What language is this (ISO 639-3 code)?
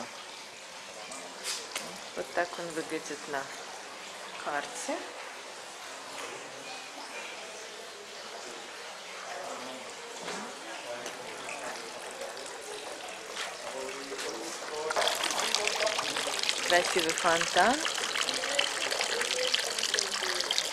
rus